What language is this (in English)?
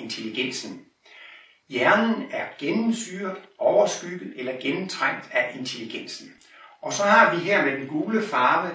Danish